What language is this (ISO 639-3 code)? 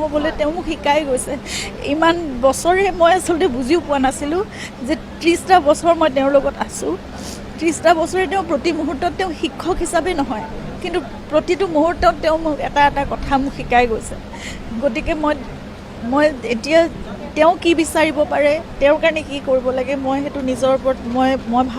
asm